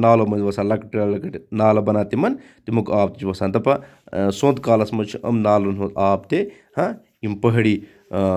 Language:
Kashmiri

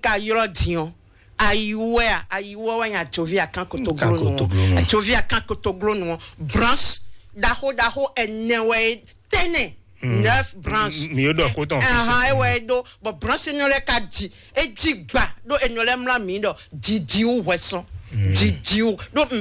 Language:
Fon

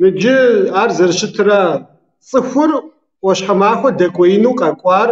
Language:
Kabardian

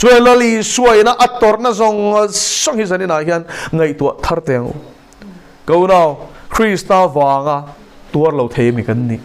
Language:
Mizo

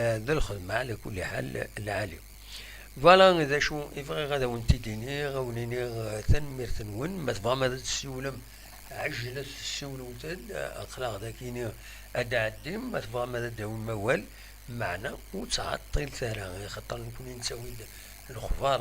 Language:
Kabyle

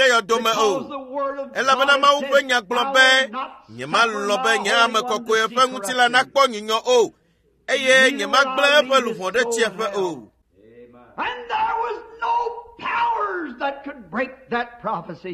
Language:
Ewe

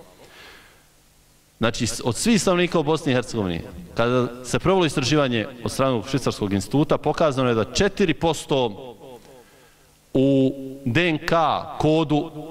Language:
Bosnian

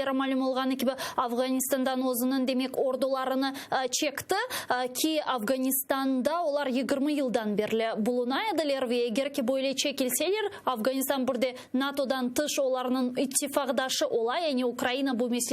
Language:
Crimean Tatar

